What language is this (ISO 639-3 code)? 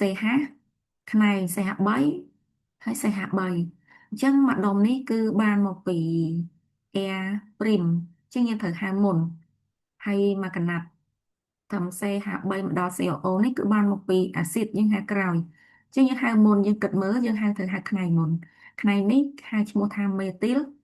khm